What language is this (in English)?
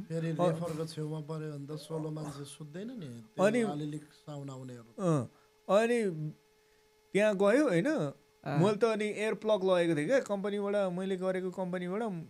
Nepali